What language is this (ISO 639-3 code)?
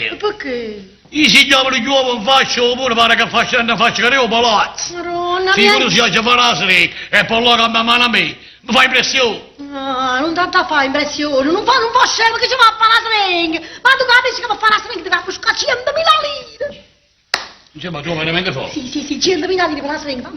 nap